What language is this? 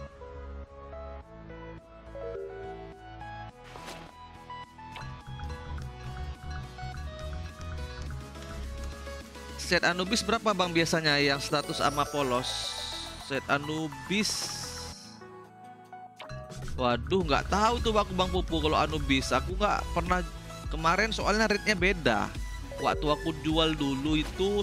Indonesian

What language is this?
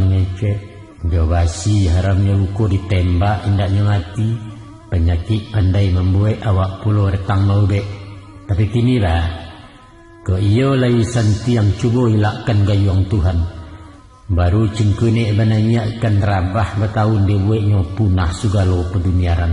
Minangkabau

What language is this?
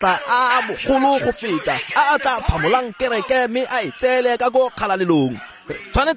Tswana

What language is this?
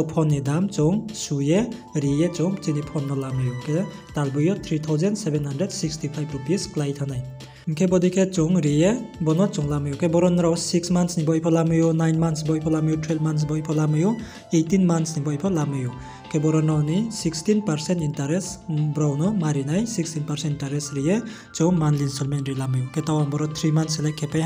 Riang (India)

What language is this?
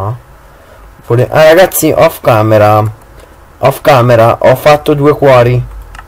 Italian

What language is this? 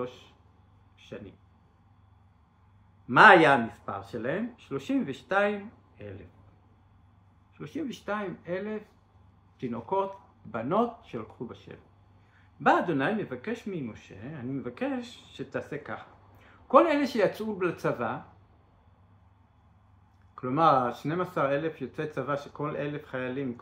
Hebrew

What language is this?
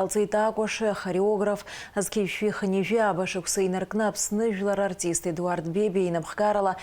Abkhazian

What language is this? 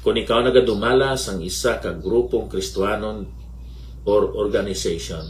Hiligaynon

